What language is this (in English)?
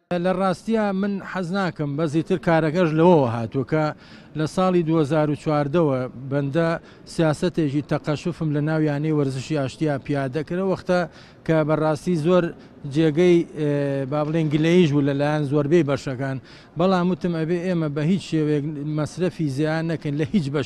Central Kurdish